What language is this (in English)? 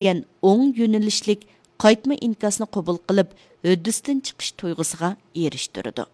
Uyghur